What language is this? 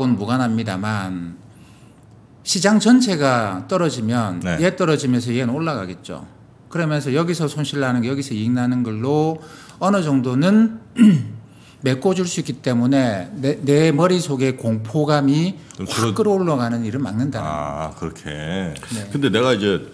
Korean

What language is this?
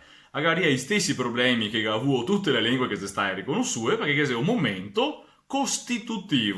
Venetian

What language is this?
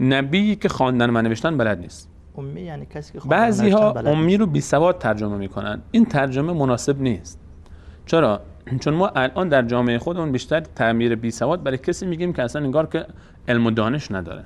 Persian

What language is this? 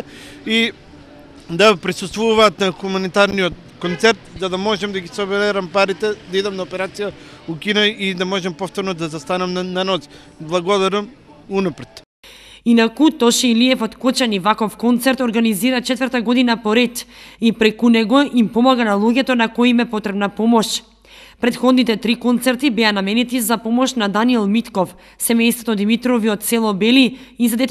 Macedonian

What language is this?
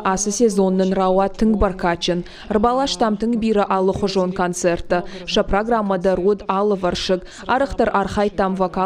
Ossetic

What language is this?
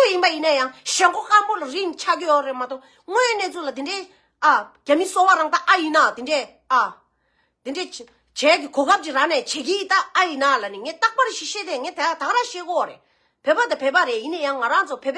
Tibetan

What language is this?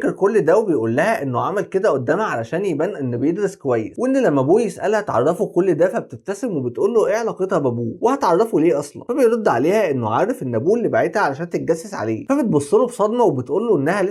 Egyptian Arabic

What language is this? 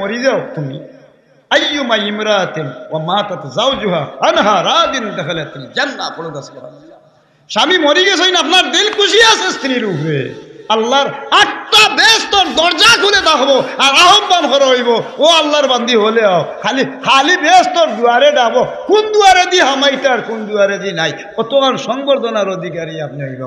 Sylheti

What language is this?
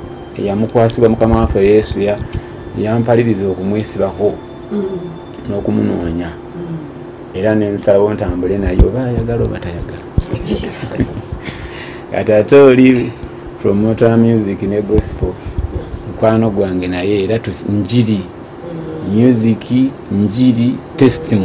Ganda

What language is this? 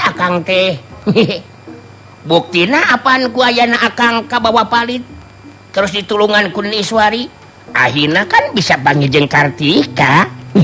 Sundanese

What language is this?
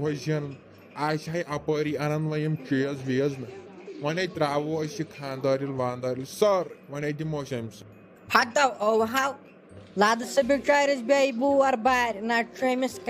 Kashmiri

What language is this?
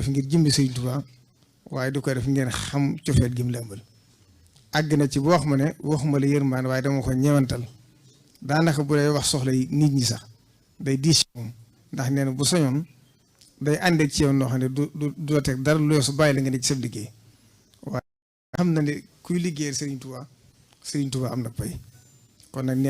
Wolof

